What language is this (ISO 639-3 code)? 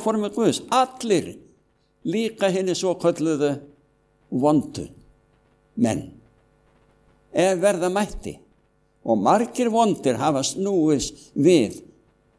isl